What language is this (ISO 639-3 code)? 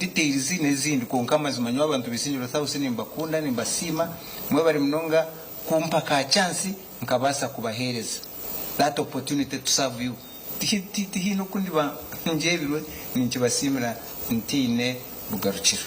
nyn